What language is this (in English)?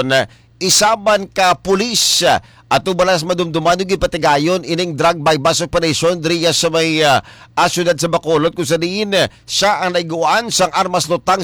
Hiligaynon